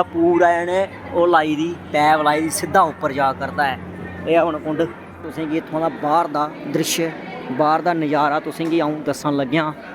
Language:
Dogri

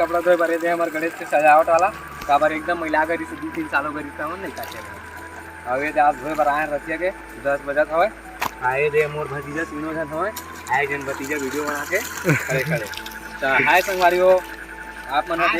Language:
Chhattisgarhi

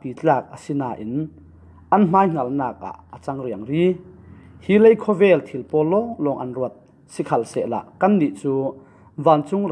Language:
Falam Chin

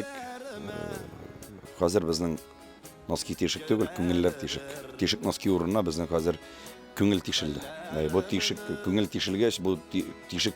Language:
Tatar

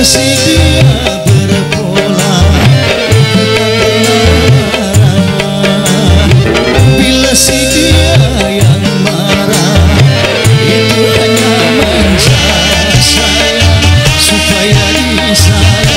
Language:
Malay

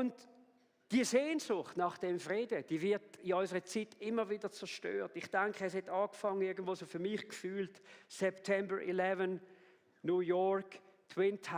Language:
Swiss German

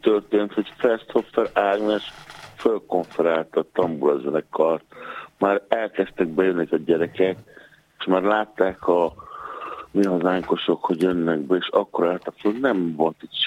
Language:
Hungarian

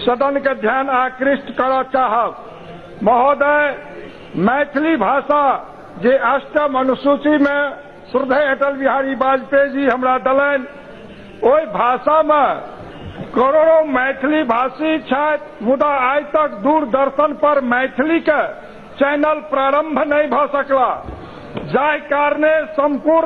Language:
Maithili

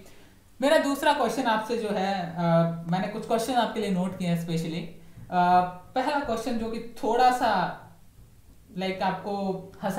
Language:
Hindi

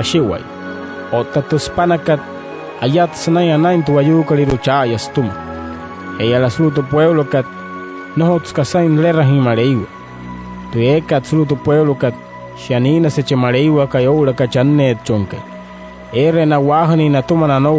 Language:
Wayuu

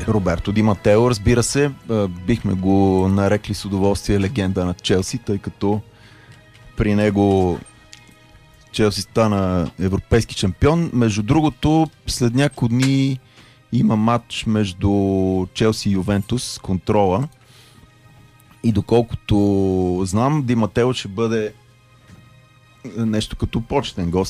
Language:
Bulgarian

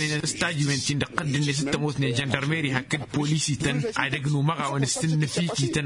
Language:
Tamasheq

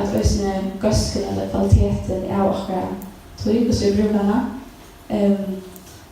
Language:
Faroese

